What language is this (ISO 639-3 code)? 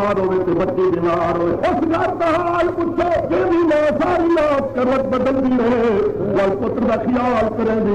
skr